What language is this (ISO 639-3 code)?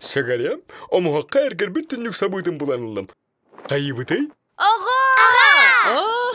sah